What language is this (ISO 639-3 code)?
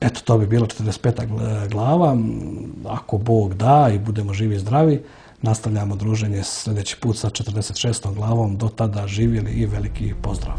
srp